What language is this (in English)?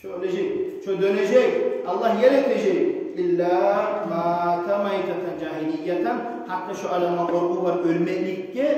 Kumyk